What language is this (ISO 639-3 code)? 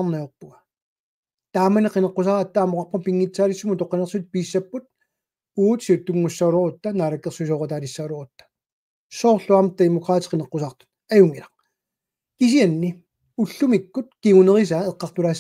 kal